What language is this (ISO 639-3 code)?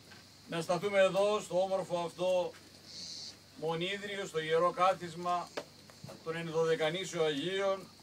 ell